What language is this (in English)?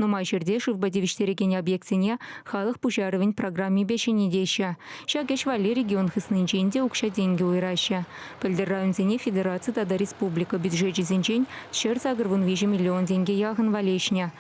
Chuvash